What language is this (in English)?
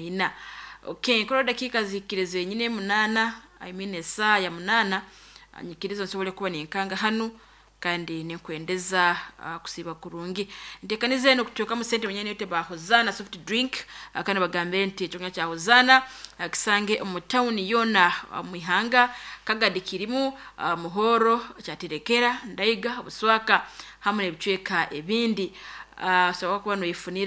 Nyoro